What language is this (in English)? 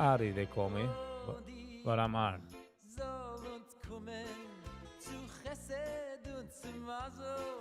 Yiddish